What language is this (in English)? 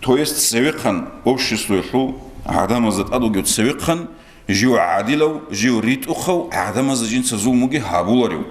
Avaric